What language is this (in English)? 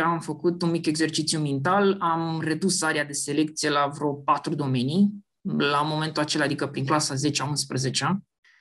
Romanian